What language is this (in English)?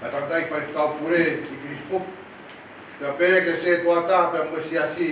Tongan